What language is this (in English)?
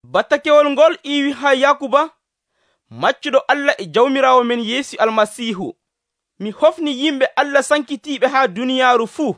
Nigerian Fulfulde